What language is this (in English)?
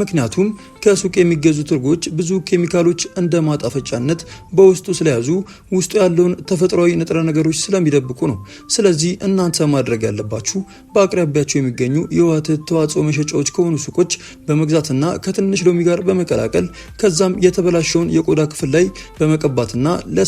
Amharic